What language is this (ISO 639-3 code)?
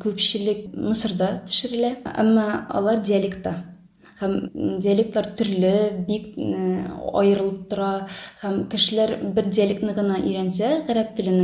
tat